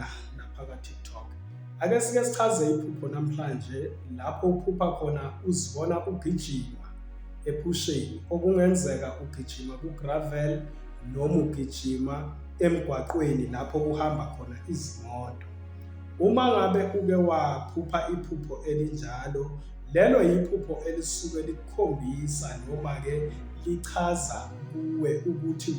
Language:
Zulu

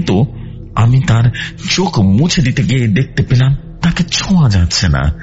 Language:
Bangla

